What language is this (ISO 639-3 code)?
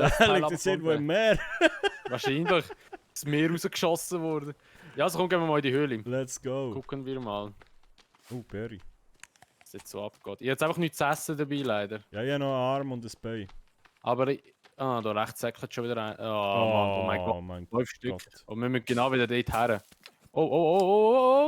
gsw